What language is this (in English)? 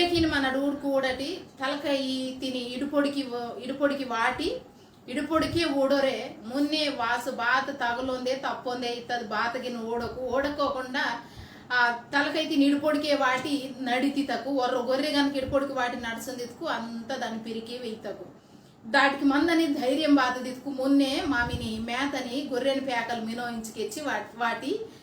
Koya